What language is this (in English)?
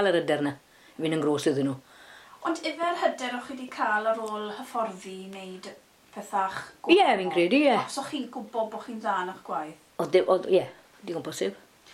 Welsh